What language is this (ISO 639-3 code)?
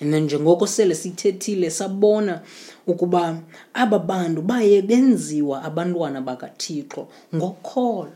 xho